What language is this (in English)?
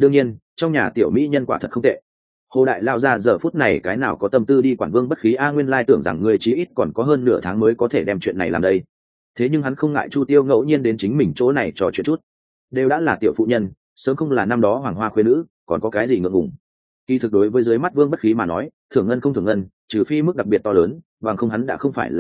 Vietnamese